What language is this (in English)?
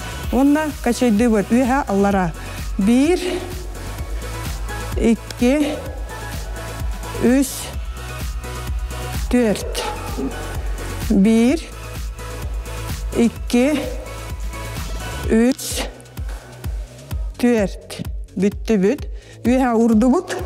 Kazakh